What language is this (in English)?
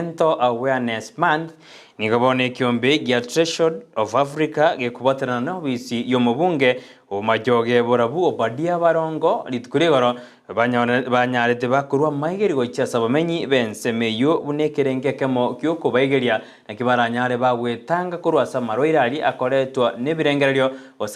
Gusii